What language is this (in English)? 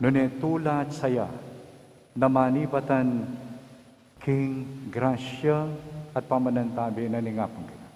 Pampanga